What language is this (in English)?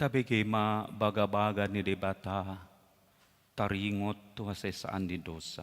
Batak Toba